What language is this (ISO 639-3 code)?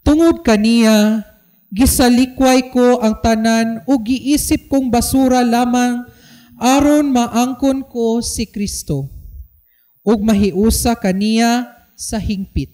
ceb